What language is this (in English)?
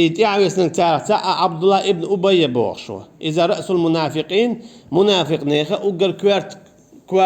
Chechen